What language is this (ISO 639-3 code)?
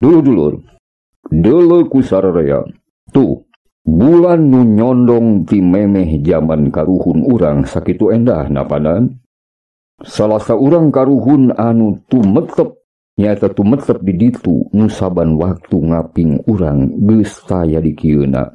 sun